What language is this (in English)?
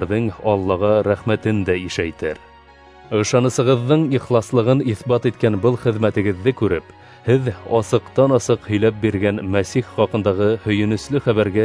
Bashkir